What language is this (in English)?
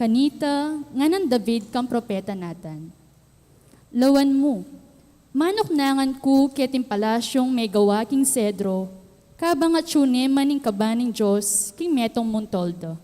Pampanga